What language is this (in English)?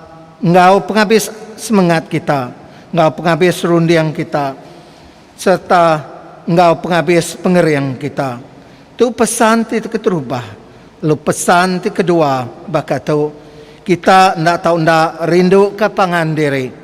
Iban